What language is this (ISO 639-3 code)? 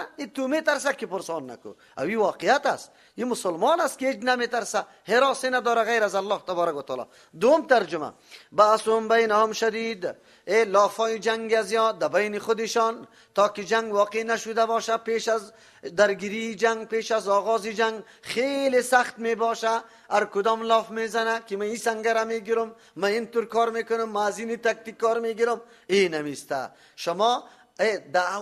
fas